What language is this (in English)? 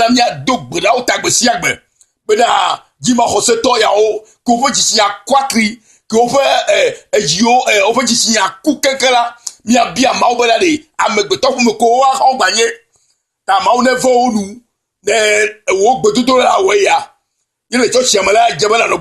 Ewe